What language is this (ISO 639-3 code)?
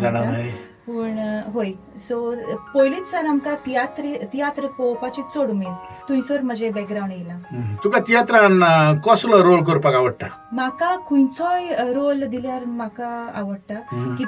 kok